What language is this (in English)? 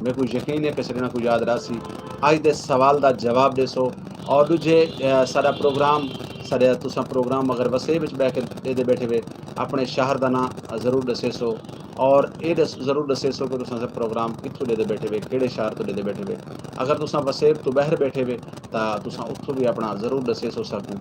Saraiki